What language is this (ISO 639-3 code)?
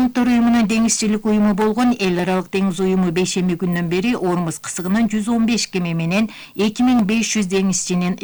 kir